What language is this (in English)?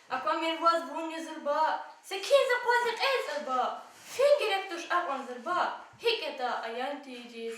Lezghian